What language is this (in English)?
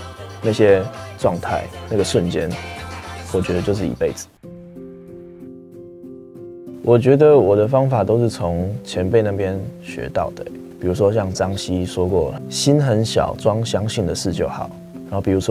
Chinese